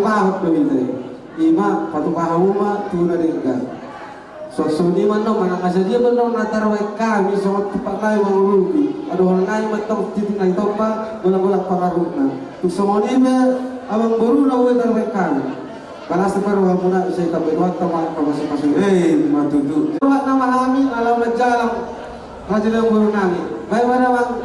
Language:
Batak Toba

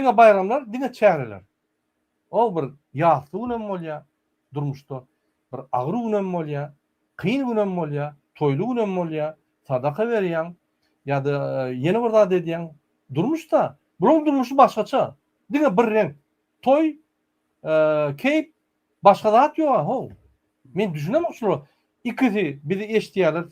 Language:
Turkmen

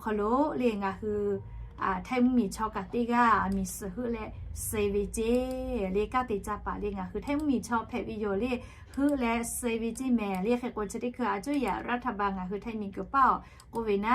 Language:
Lahu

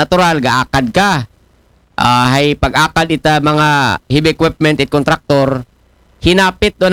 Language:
Aklanon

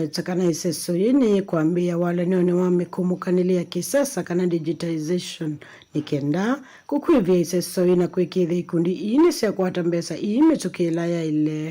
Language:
Kamba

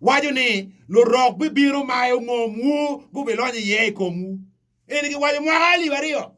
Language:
Acoli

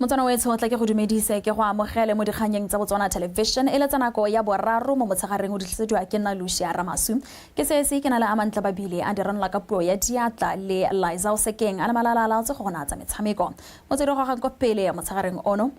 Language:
Tswana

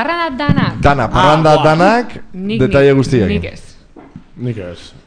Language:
Basque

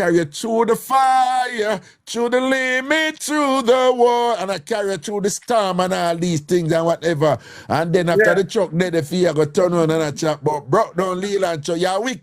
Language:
Jamaican Creole English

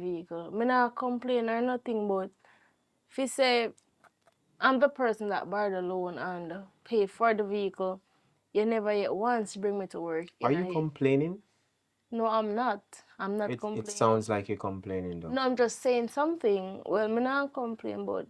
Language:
Jamaican Creole English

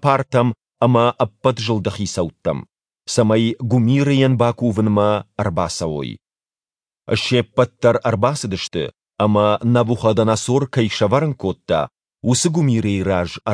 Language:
Ossetic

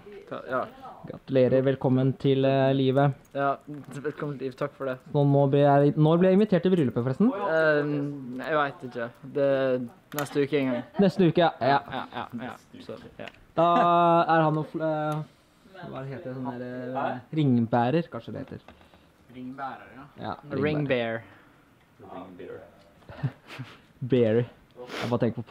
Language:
Norwegian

